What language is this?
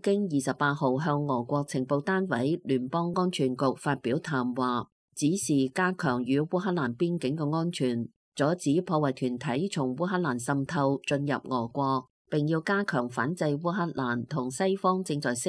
Cantonese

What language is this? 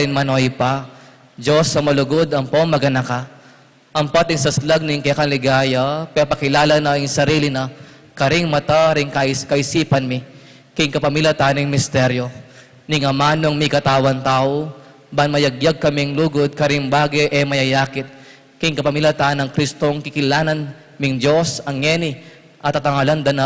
Pampanga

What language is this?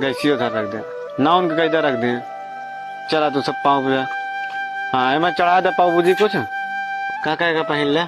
Chhattisgarhi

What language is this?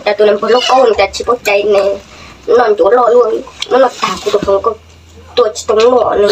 Hmong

